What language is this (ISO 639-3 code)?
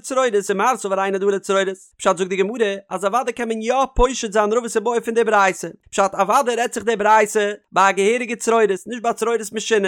yid